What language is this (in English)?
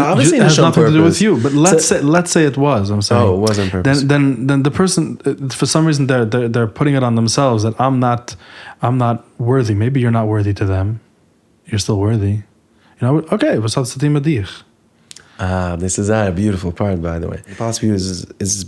Yiddish